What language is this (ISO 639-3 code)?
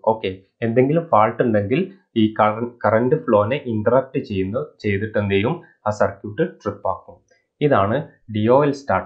mal